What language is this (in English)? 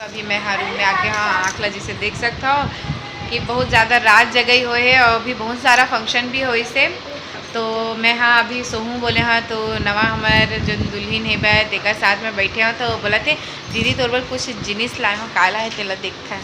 Chhattisgarhi